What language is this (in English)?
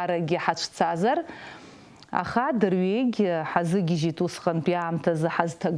Abkhazian